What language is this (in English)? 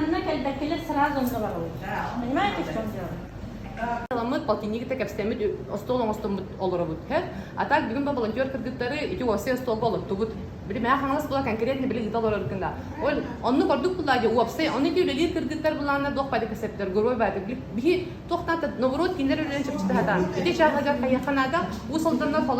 Yakut